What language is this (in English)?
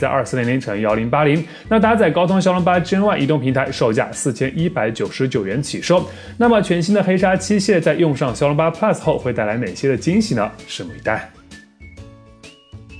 Chinese